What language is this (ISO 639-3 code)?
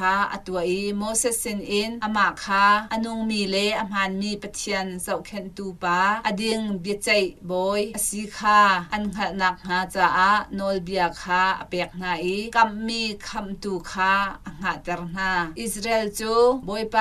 cnh